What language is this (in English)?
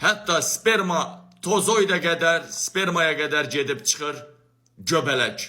Azerbaijani